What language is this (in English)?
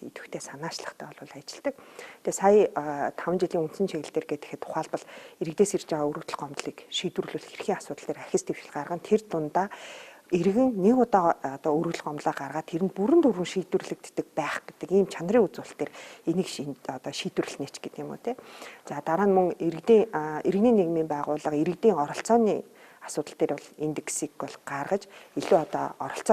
Mongolian